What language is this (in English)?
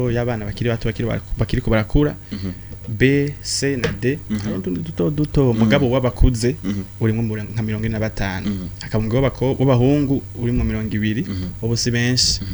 Rundi